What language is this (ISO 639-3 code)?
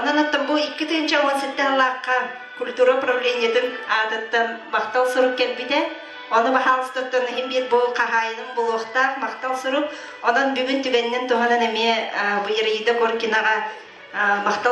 sah